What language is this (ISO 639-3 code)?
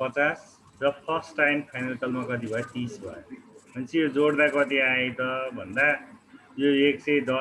nep